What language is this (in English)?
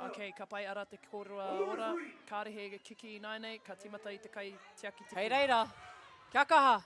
Māori